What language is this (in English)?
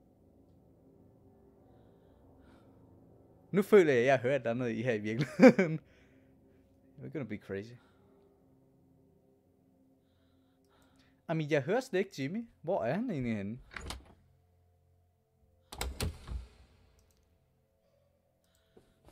Danish